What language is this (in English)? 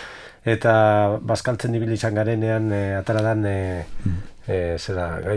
Basque